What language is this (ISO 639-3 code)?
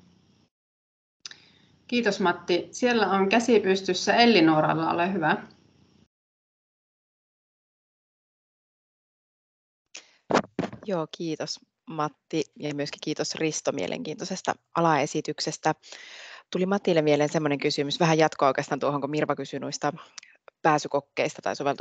fin